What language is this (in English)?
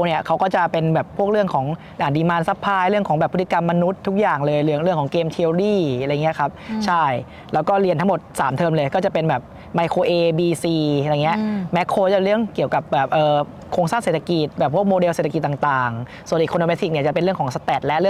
Thai